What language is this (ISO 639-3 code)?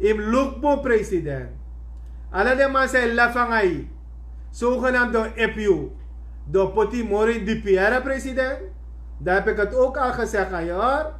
srn